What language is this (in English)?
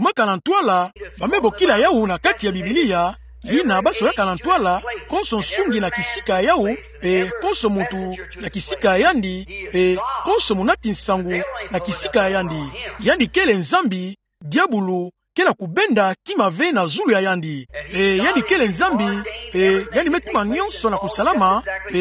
Kituba (Democratic Republic of Congo)